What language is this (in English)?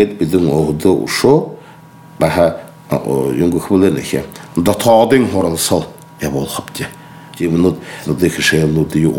Buriat